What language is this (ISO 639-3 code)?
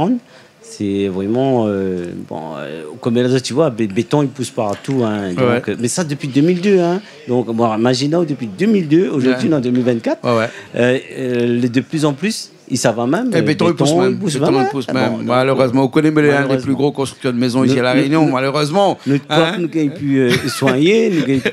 rcf